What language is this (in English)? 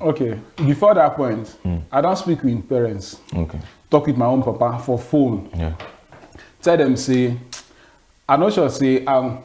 Nigerian Pidgin